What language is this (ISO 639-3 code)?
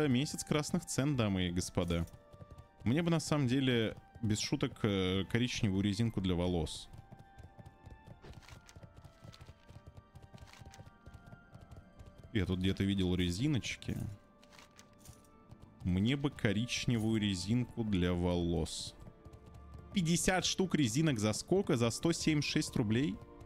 rus